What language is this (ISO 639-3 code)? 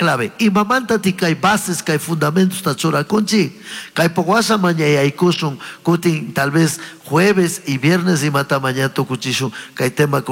qug